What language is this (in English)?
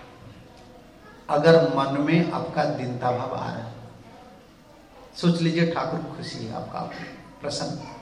Hindi